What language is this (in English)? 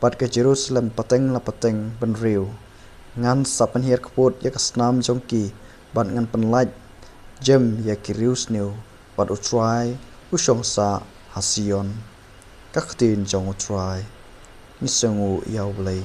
Khasi